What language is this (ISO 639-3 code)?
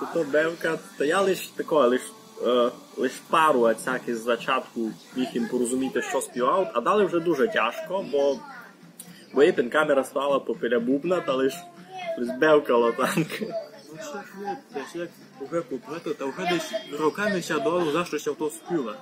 rue